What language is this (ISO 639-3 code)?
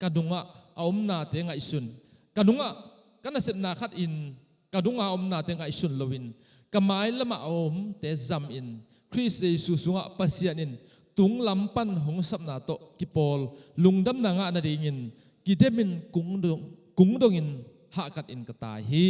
ctd